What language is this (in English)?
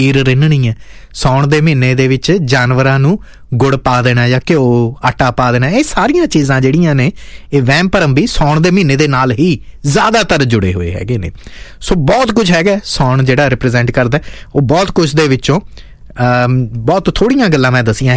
Punjabi